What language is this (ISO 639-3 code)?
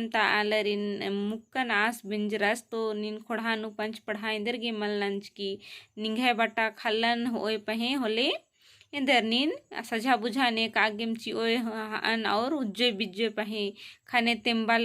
kru